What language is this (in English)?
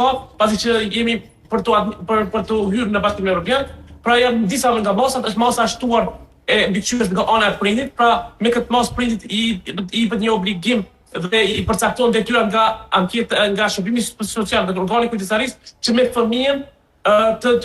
Albanian